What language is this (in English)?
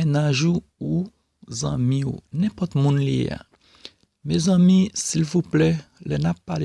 Haitian Creole